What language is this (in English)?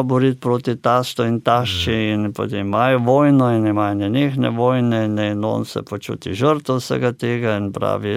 Slovenian